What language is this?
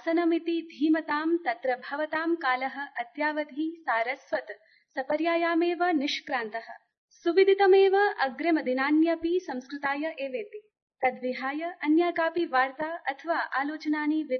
Sanskrit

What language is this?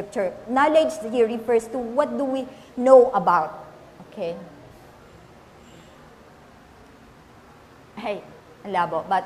Filipino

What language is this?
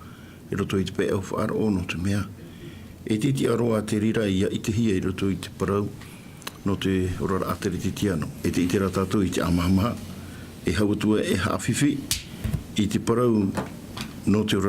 Tahitian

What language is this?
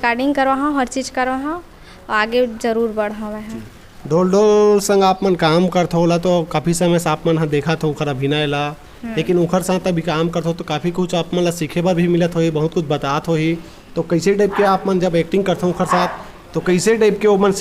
Chhattisgarhi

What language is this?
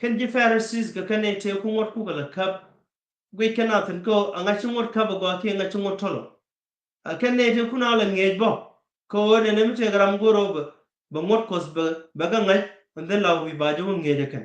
Nuer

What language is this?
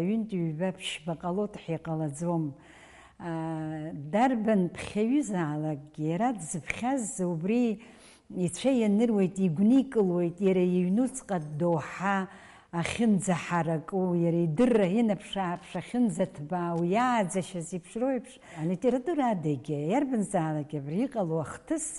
Abkhazian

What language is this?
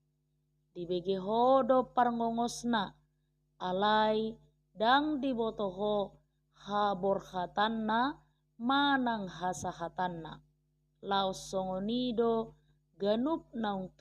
Batak Toba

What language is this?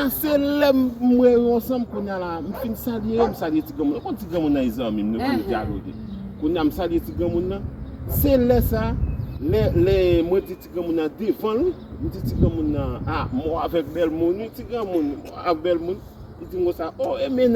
Haitian Creole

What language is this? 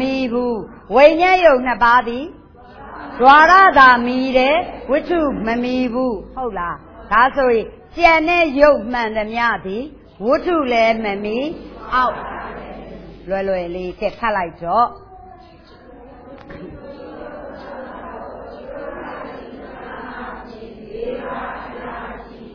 Burmese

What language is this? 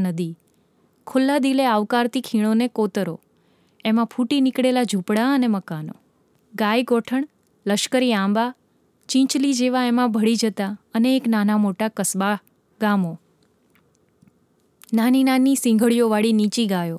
Gujarati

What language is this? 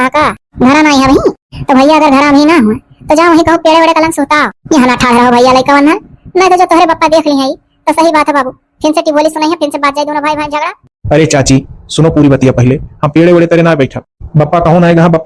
Awadhi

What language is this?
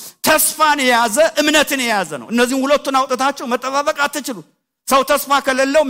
Amharic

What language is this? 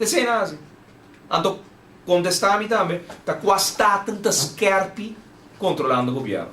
Papiamento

